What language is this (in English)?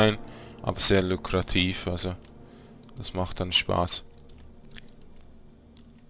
German